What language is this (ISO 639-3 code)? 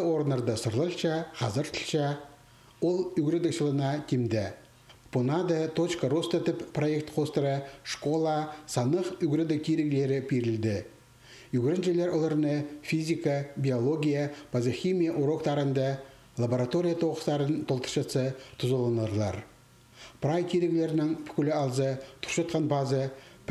kjh